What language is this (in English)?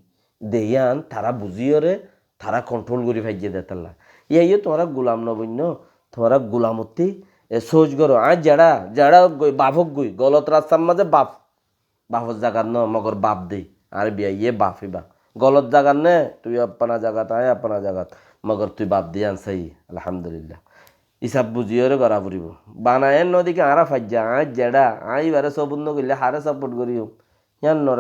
Rohingya